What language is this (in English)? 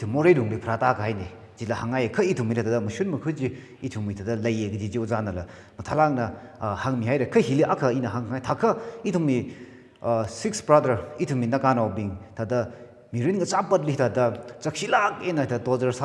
Tangkhul Naga (India)